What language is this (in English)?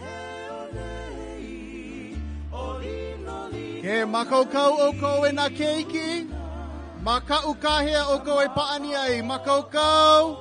Hawaiian